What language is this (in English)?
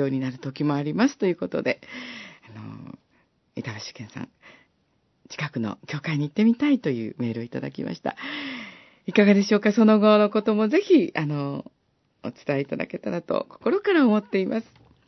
Japanese